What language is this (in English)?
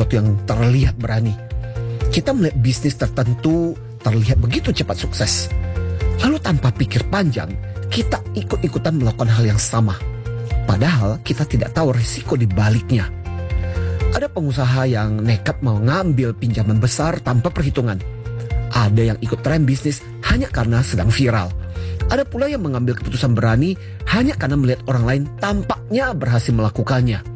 Indonesian